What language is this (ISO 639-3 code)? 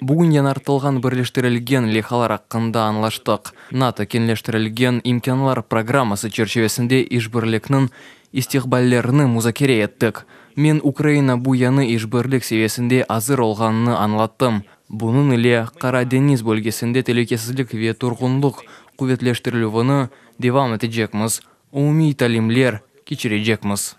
crh